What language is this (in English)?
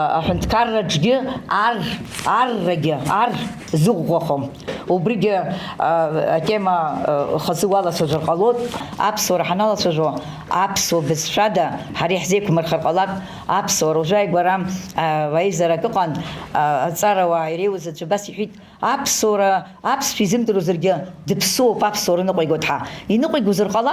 Abkhazian